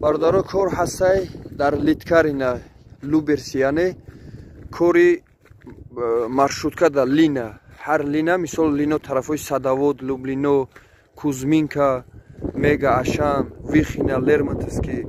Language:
Tajik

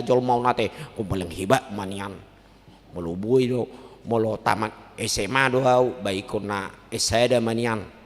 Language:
Batak Toba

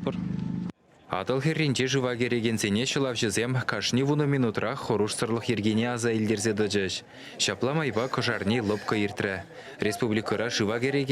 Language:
Chuvash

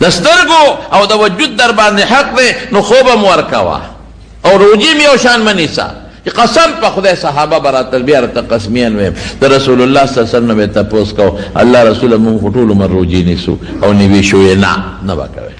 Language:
Pashto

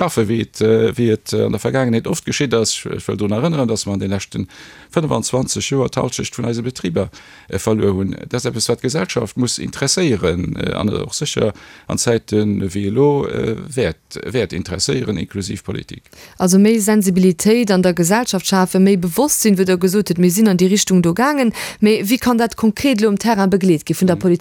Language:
Luxembourgish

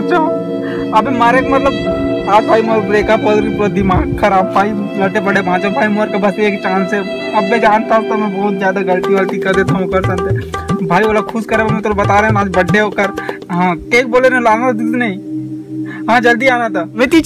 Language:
Chhattisgarhi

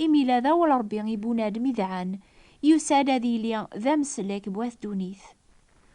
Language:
Kabyle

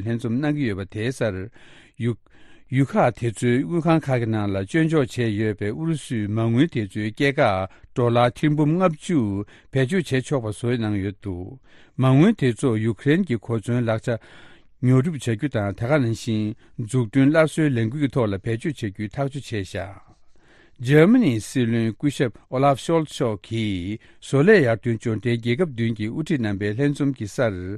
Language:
Tibetan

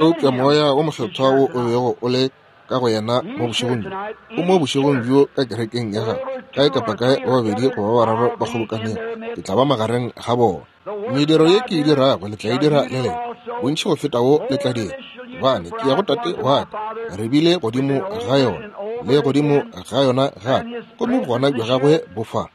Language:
Northern Sotho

